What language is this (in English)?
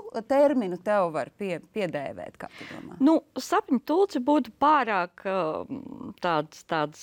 Latvian